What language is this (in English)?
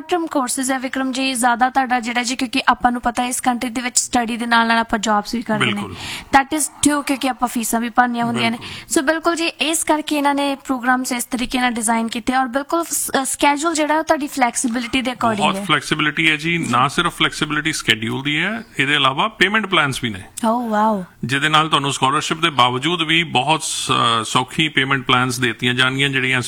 Punjabi